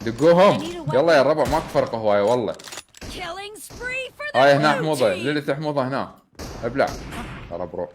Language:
Mesopotamian Arabic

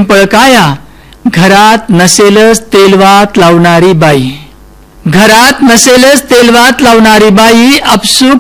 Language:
Marathi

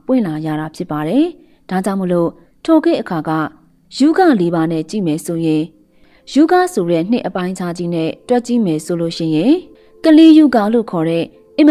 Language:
Burmese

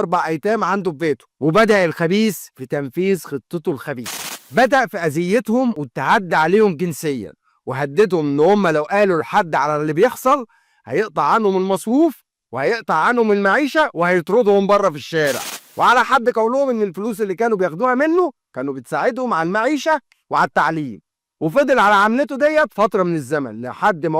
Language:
Egyptian Arabic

